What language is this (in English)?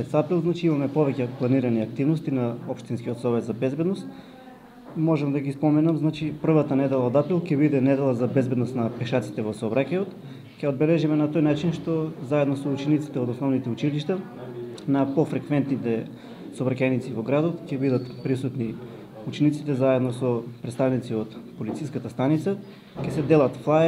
Macedonian